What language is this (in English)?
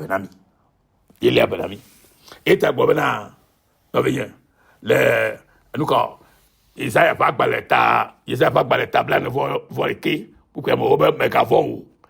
Ewe